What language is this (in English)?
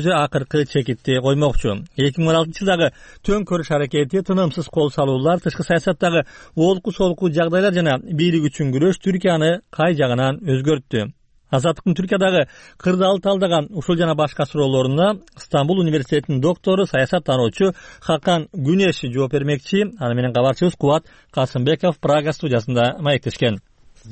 Kyrgyz